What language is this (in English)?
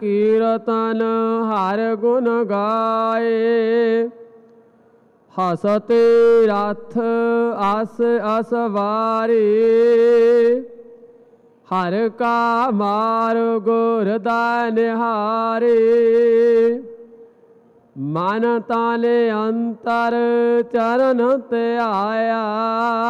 Punjabi